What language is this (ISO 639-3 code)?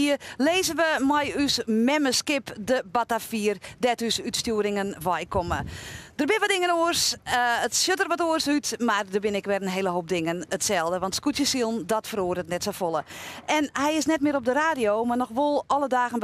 fry